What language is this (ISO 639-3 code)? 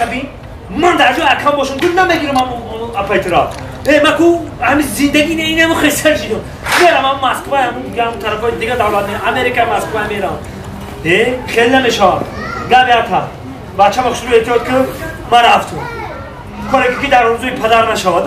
tgk